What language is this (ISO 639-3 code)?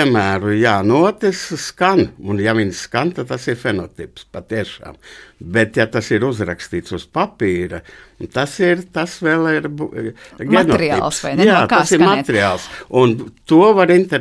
lav